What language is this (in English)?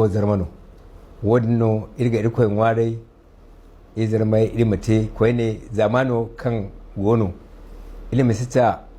Hausa